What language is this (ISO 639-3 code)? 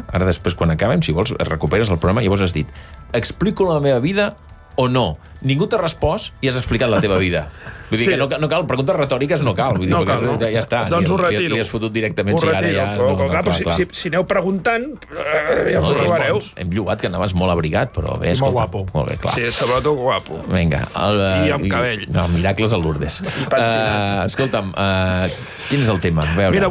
cat